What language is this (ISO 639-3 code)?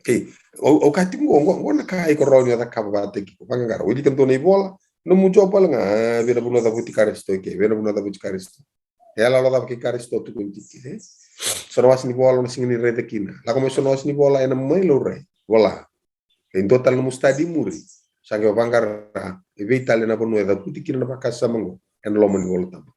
fij